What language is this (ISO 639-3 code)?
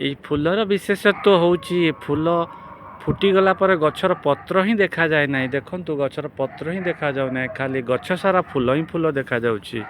ori